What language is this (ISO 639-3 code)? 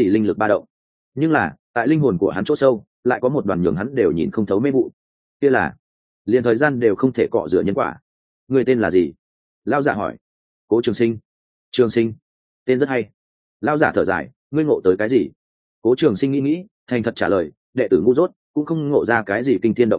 vie